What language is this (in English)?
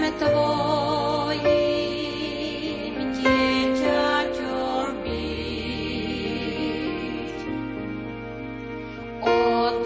Slovak